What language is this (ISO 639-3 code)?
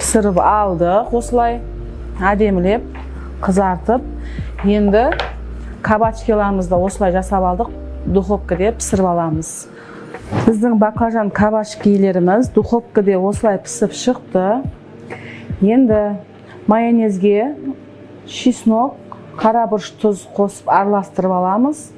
kaz